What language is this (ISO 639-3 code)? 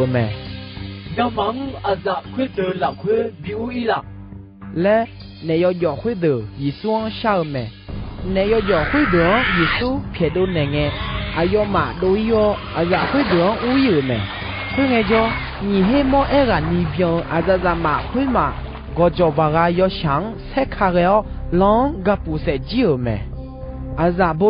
ahk